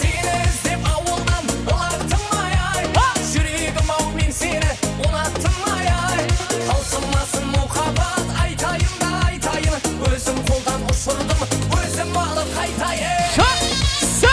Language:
Kara-Kalpak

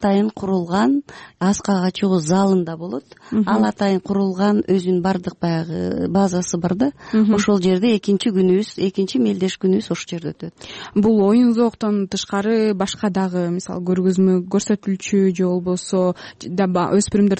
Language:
Kyrgyz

